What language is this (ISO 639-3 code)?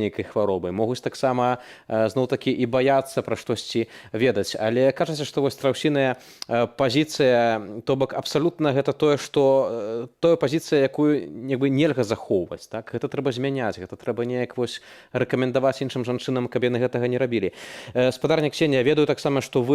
bel